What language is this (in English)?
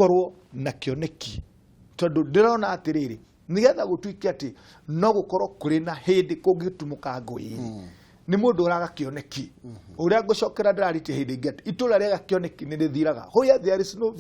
Kikuyu